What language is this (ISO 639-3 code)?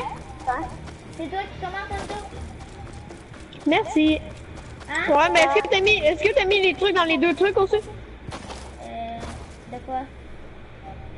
fra